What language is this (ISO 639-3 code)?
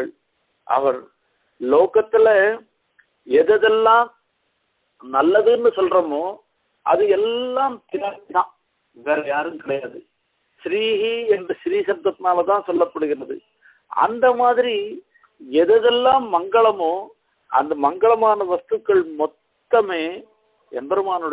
tam